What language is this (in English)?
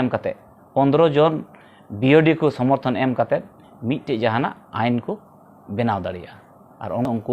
Santali